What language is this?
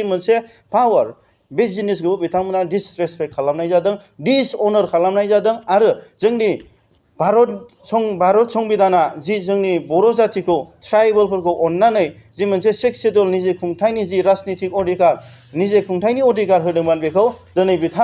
Bodo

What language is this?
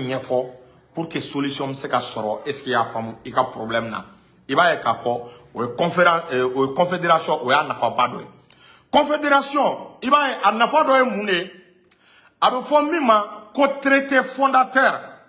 Bambara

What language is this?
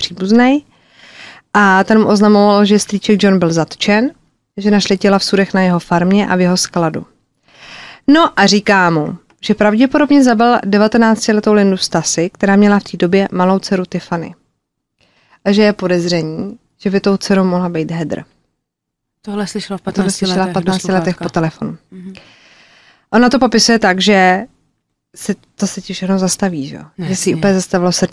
Czech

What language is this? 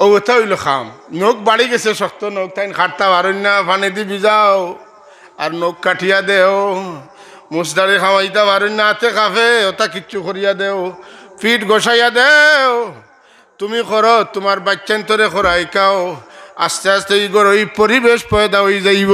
Sylheti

